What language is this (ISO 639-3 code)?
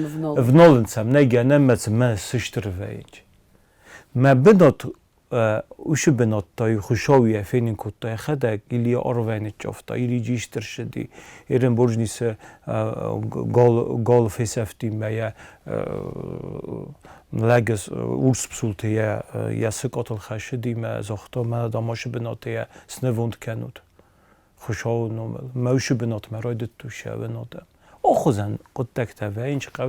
oss